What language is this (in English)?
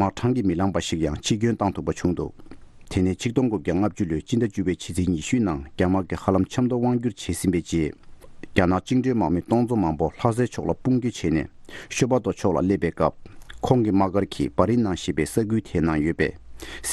Tibetan